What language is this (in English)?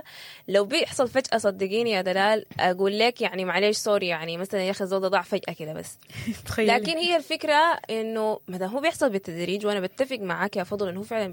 Sudanese Arabic